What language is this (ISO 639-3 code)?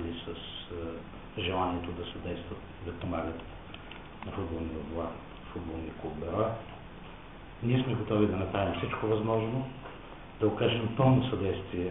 bul